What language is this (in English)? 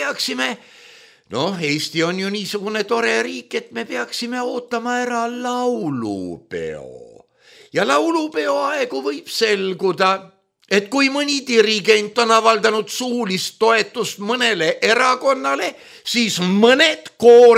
Estonian